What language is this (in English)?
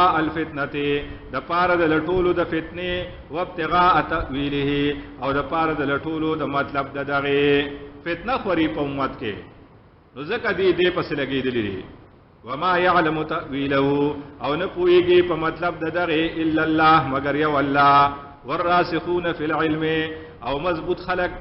Pashto